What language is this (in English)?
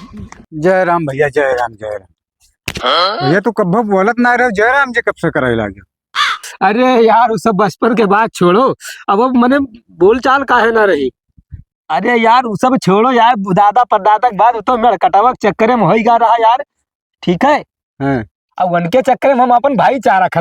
Awadhi